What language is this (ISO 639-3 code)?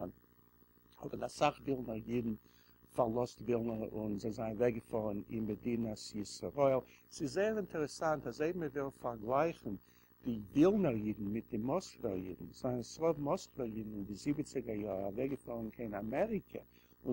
yid